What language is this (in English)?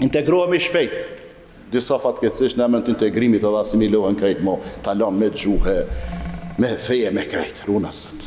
Albanian